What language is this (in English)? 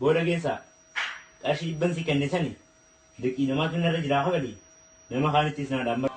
Oromo